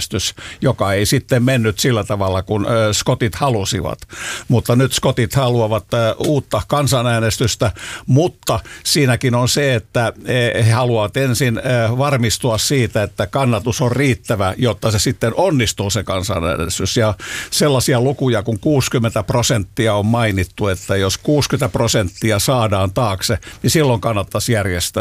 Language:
Finnish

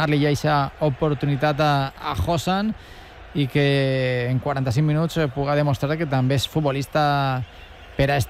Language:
Catalan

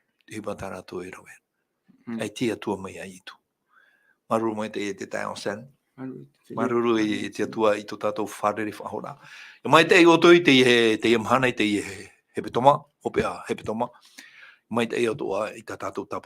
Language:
Tahitian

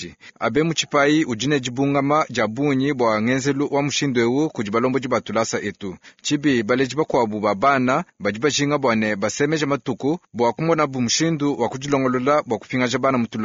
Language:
Luba-Lulua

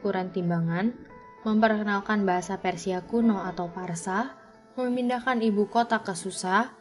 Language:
Indonesian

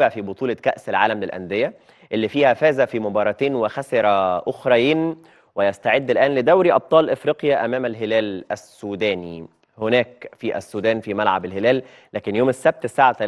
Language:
Egyptian Arabic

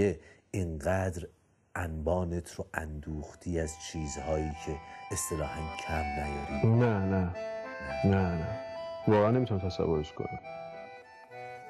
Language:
Persian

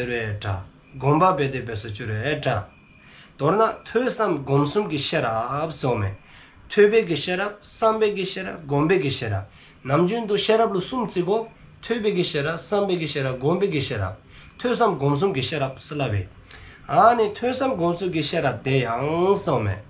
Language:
Dzongkha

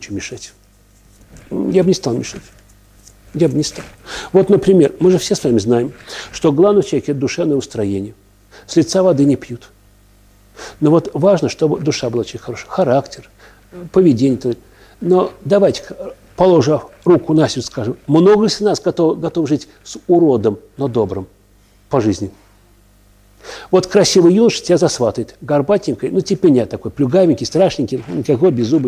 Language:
Russian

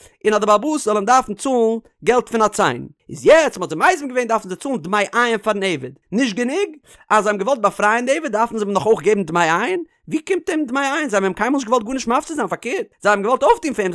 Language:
Yiddish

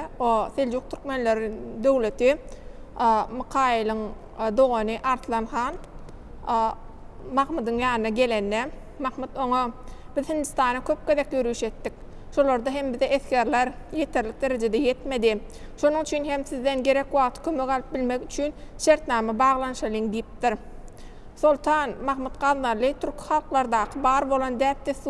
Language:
Turkmen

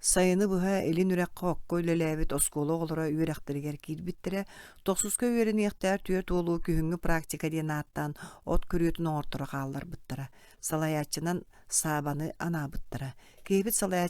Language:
Yakut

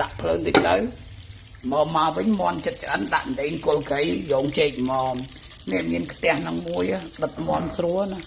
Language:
Khmer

